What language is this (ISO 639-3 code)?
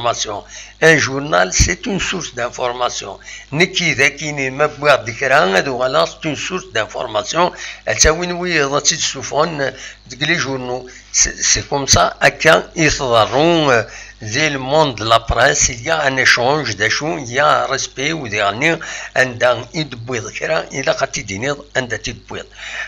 kab